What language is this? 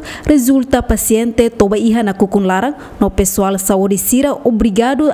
Tetum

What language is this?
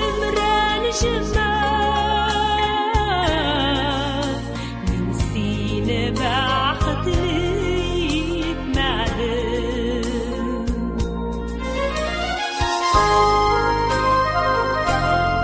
Tatar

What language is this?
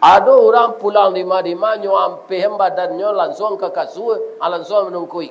Minangkabau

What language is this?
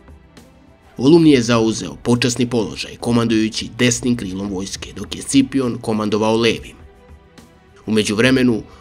Serbian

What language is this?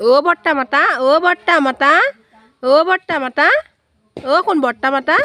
Assamese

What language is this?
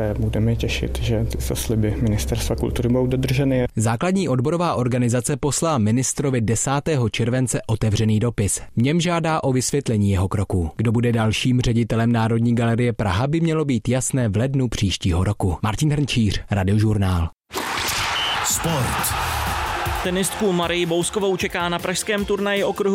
Czech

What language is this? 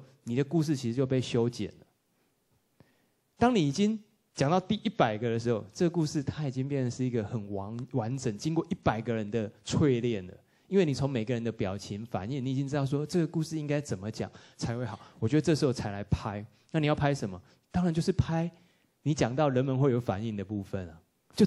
Chinese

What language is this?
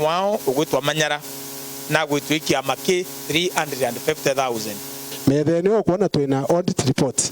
Meru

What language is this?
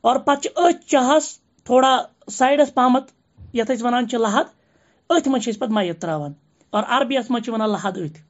Kashmiri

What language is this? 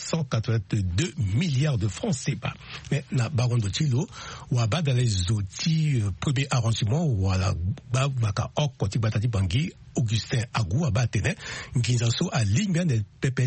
Sango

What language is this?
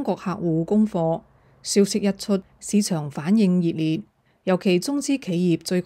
Cantonese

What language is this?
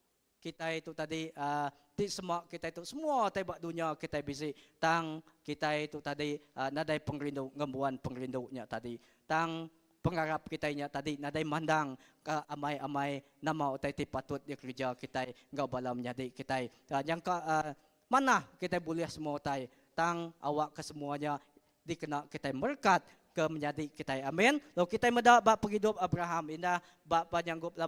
Iban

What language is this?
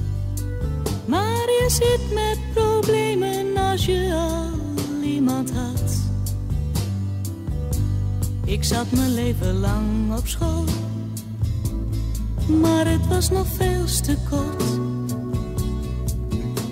Dutch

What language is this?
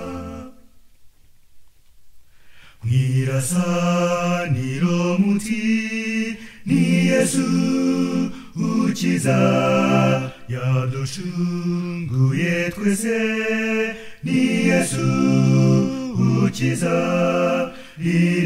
Kinyarwanda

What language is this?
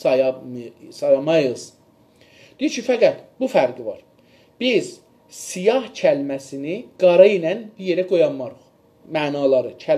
South Azerbaijani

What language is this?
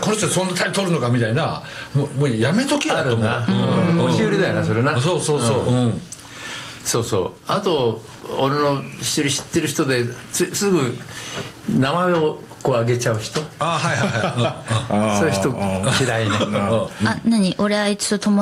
Japanese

